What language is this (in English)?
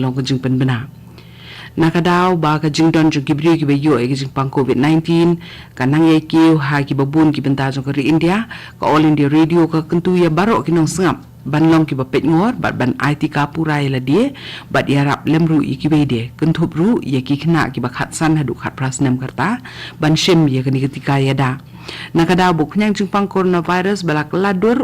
Khasi